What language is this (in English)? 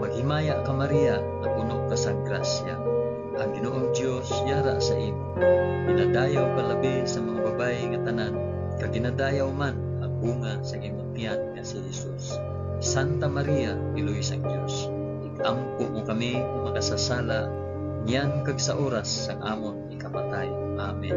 Hiligaynon